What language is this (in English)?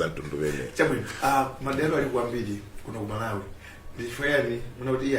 Nyanja